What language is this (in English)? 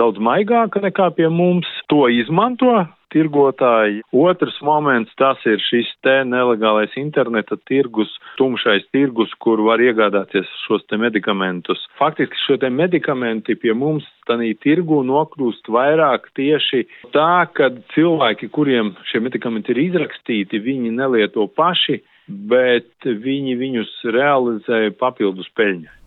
Latvian